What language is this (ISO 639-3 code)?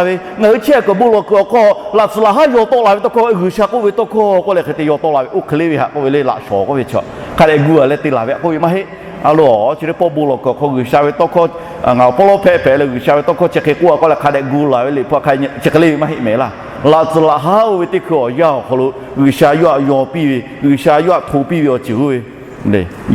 lhu